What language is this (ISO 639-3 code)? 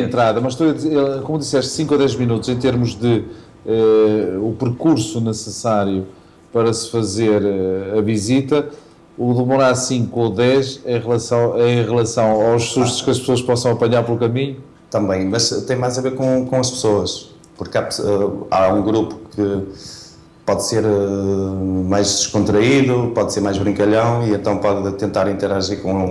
por